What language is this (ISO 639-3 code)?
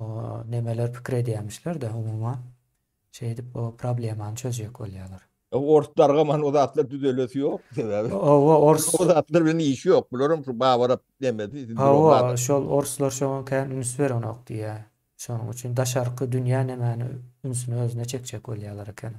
tuk